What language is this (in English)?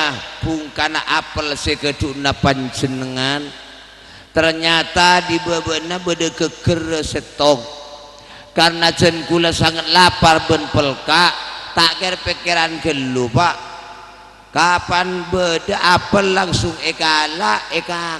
Madurese